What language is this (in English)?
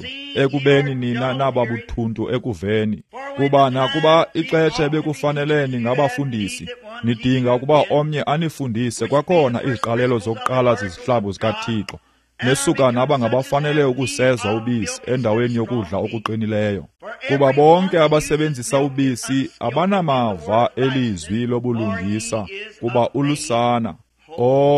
Xhosa